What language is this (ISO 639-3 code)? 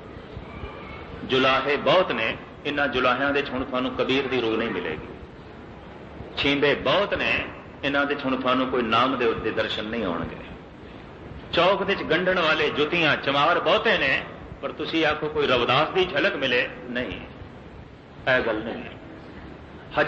pan